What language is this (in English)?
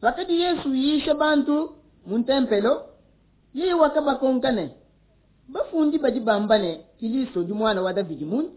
Luba-Lulua